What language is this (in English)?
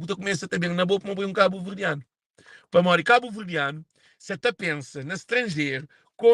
Kabuverdianu